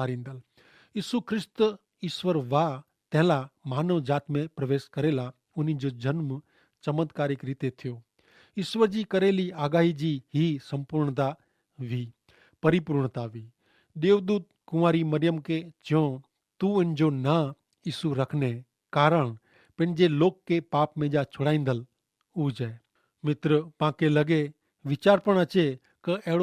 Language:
Kachhi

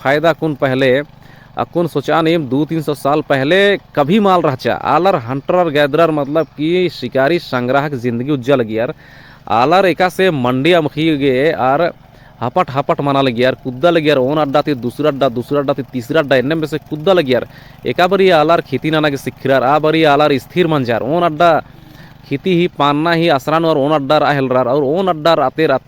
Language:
Kurukh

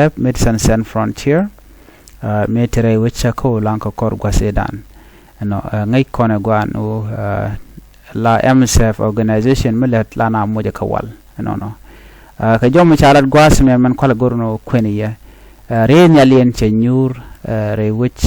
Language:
Nuer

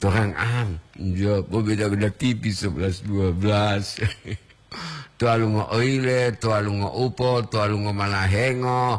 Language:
Gorontalo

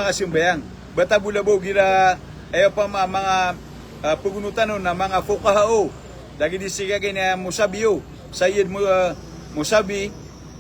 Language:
Maranao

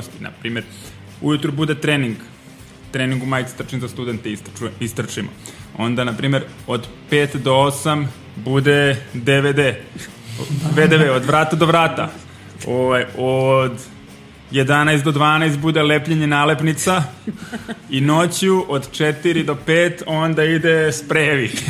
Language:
Serbian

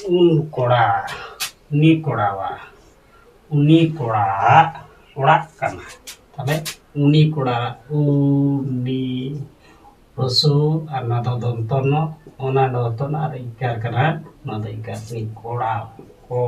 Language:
Santali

